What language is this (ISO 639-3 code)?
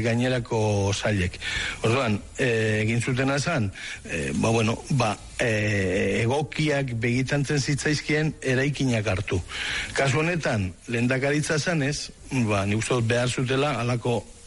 eus